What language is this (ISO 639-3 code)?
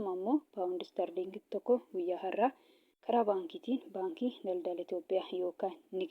orm